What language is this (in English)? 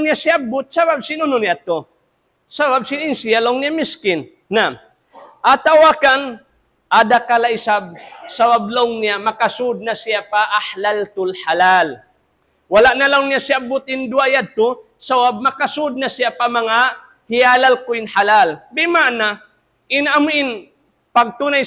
Tausug